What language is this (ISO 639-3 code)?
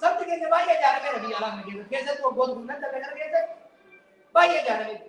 orm